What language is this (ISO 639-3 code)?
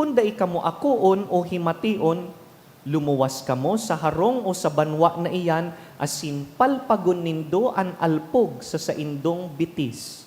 bik